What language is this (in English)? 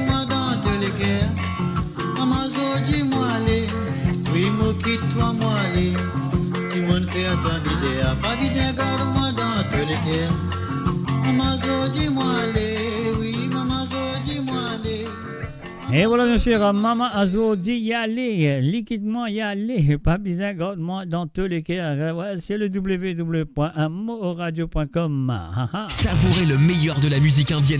Morisyen